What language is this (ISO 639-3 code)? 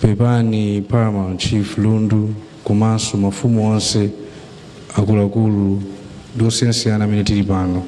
nya